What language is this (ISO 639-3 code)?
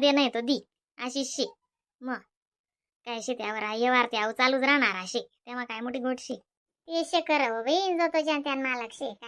khn